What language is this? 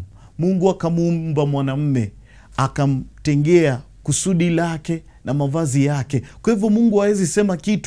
Swahili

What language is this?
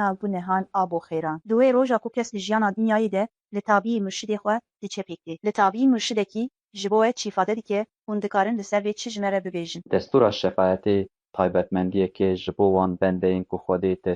Kurdish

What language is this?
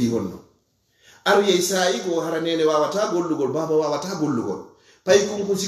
Fula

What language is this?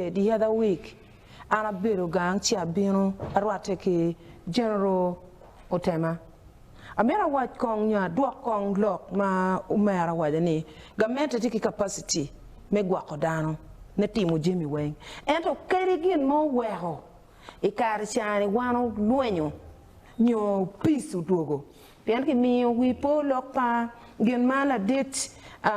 Acoli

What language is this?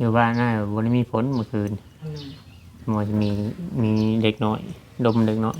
Lao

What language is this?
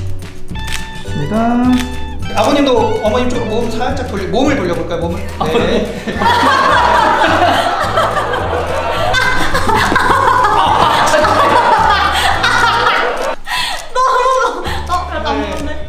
Korean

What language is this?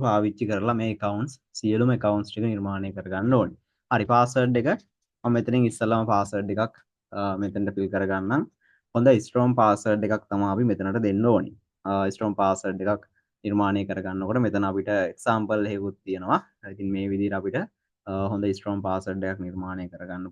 Sinhala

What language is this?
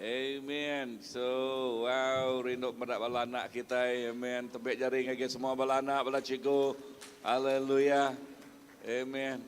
Iban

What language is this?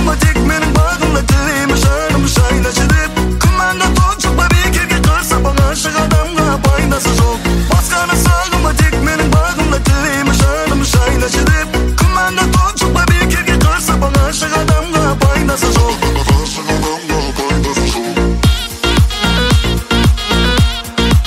Kazakh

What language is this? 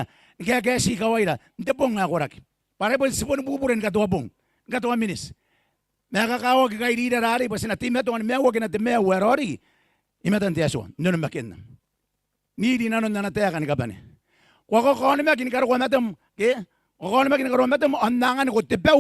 Gilbertese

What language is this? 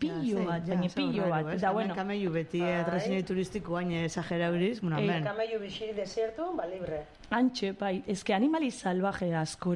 Basque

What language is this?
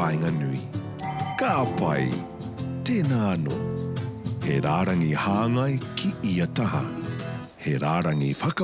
Māori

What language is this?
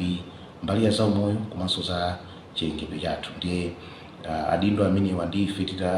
Nyanja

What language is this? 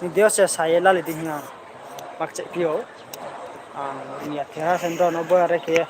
Riang (India)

